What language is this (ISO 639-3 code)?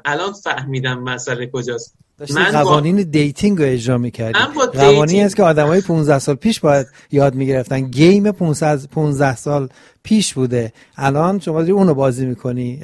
fas